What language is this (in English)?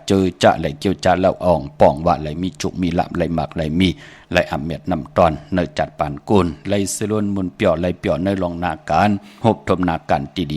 Shan